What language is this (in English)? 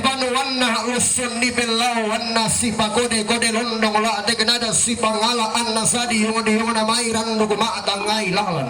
Toraja-Sa'dan